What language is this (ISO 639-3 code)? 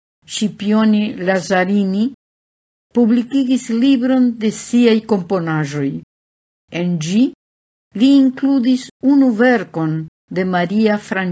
epo